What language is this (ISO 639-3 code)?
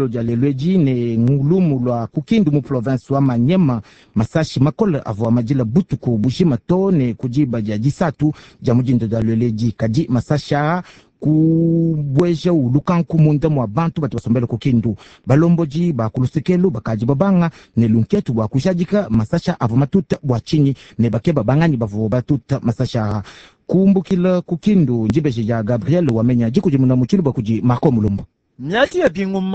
lua